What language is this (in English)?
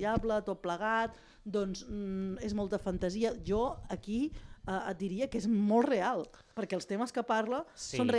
Catalan